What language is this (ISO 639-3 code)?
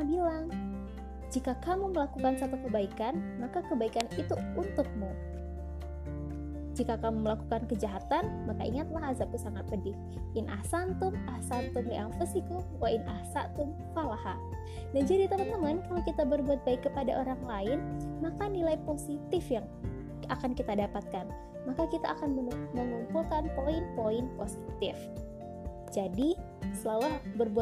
ind